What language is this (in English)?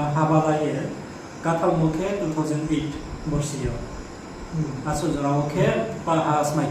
Riang (India)